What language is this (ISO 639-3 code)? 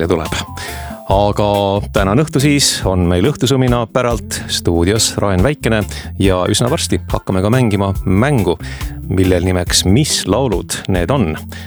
est